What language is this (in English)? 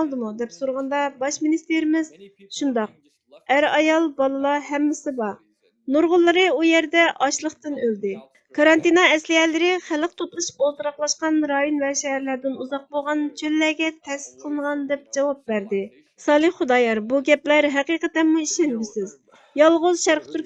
Uyghur